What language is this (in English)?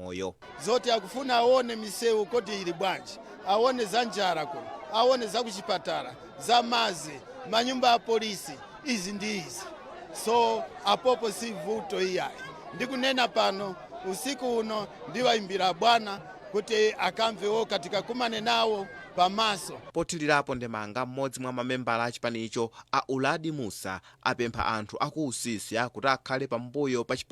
Nyanja